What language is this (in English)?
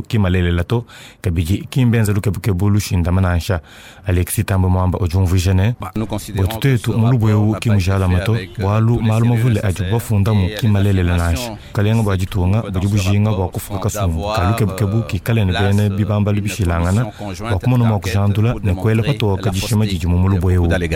Luba-Lulua